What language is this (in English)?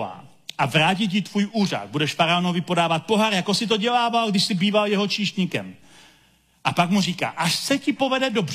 Czech